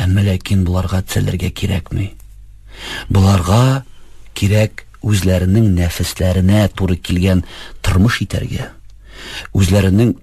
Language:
Tatar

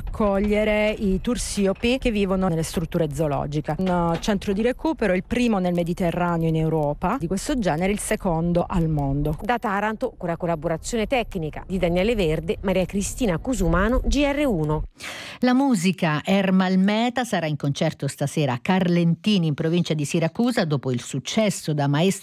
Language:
Italian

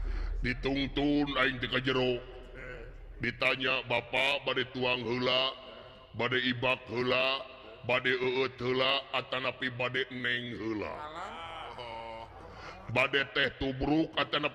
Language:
Sundanese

